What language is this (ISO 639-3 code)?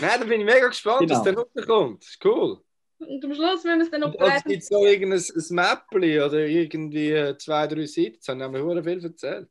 gsw